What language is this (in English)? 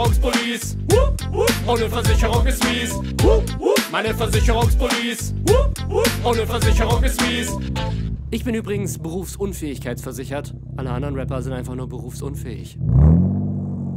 German